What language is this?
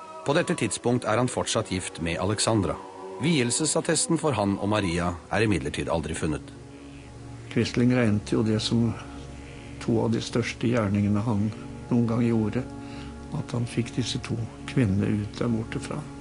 Norwegian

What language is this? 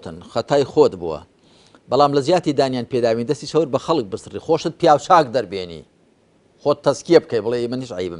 Central Kurdish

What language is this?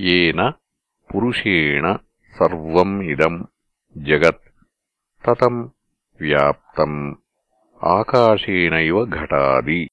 Sanskrit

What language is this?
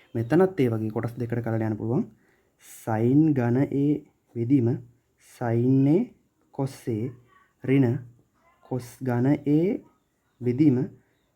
Sinhala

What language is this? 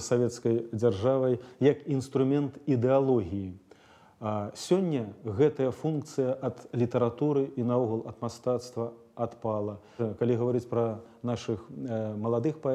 Belarusian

